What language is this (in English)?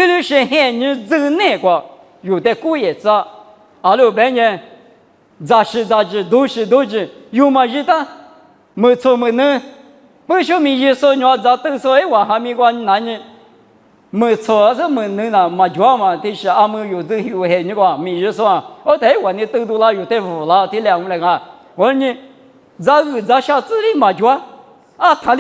Lisu